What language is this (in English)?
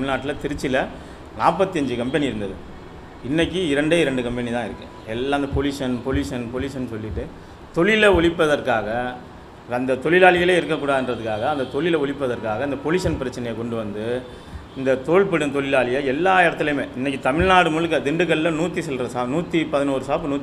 Tamil